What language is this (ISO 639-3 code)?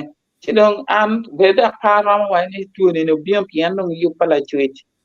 ach